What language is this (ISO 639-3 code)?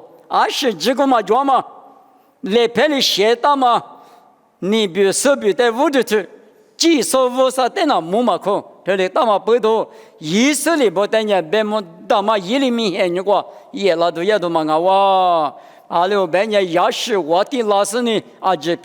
lis